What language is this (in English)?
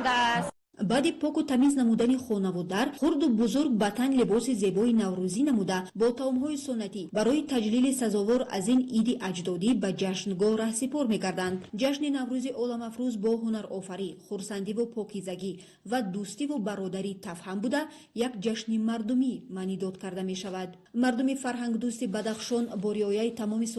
Tajik